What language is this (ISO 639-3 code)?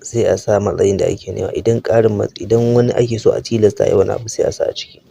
hau